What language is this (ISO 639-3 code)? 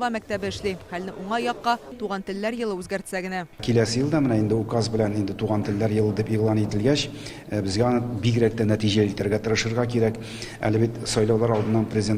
tat